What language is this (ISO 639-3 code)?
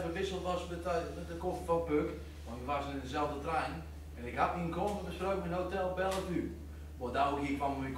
gos